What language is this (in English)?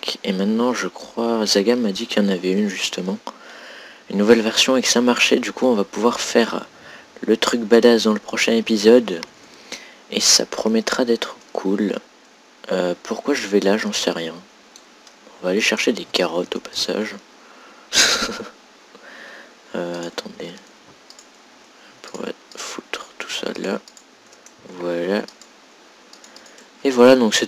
French